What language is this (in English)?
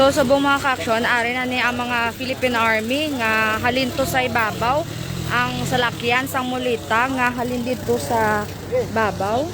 Hiligaynon